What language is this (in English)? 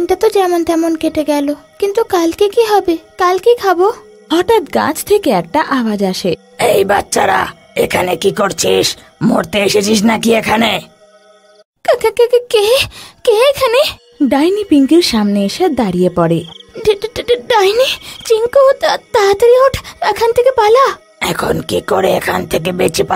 Bangla